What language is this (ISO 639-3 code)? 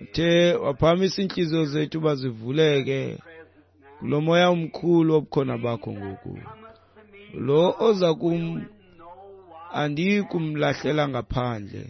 xho